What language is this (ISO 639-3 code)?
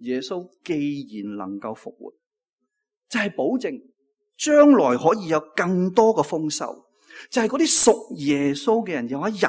yue